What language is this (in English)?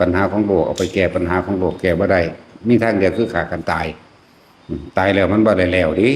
Northeastern Thai